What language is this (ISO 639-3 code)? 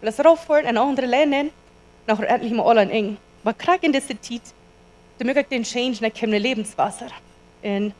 pdt